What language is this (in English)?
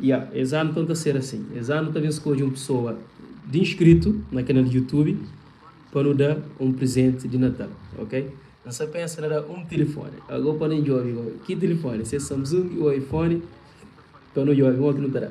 Kabuverdianu